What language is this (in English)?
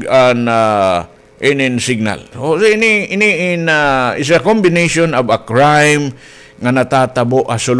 Waray